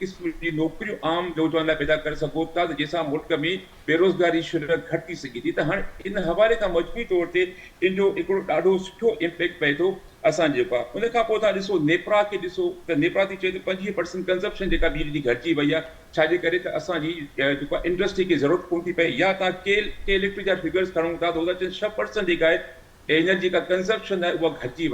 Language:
Sindhi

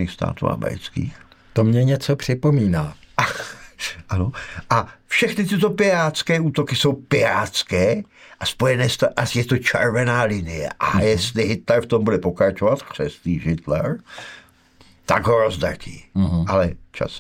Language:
Czech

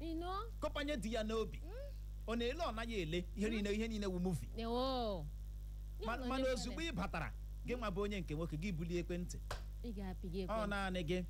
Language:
Igbo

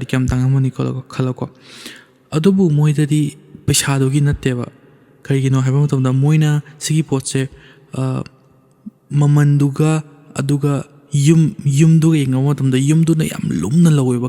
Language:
Manipuri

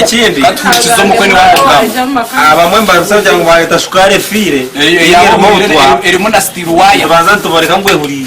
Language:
Nyankole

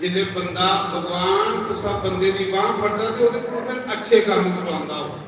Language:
Dogri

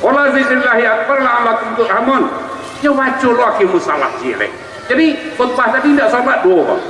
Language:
Minangkabau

